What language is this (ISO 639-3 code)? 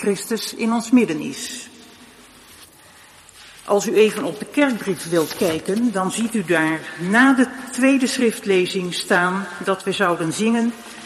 nld